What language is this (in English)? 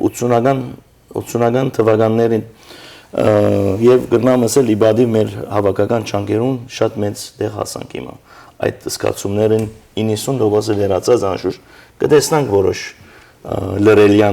Western Armenian